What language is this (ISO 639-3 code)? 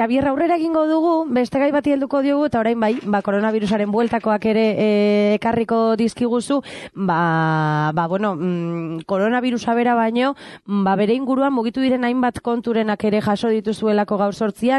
eus